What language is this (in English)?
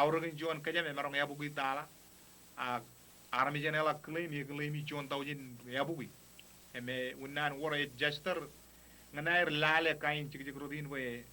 Marshallese